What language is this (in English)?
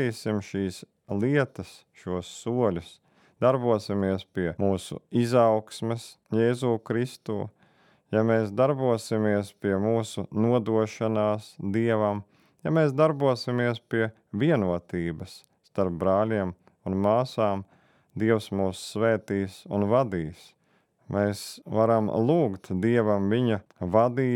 Latvian